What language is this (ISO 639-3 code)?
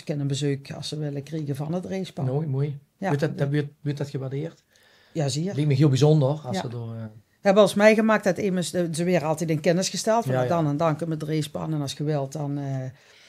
lim